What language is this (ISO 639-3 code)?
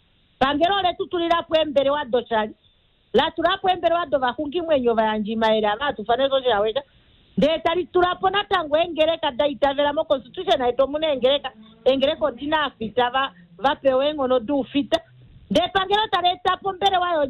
kua